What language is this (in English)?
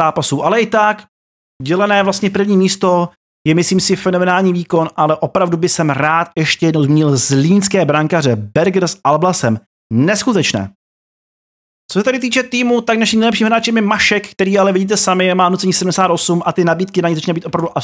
Czech